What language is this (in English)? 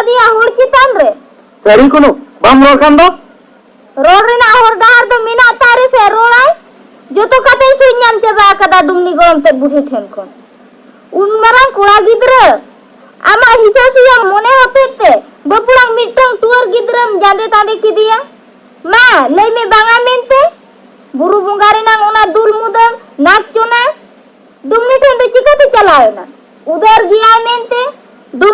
Santali